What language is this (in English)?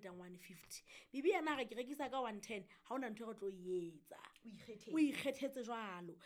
Southern Sotho